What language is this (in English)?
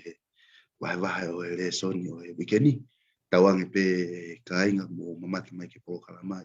Tongan